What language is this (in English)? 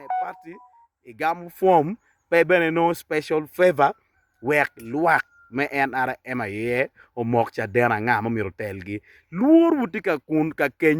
Acoli